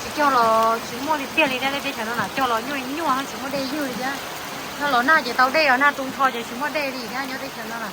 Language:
Hmong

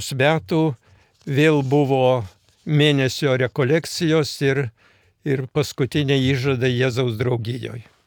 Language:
Lithuanian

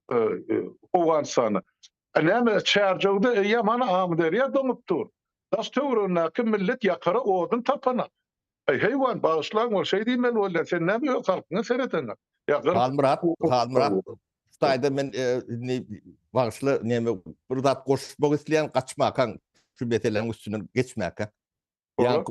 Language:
Turkmen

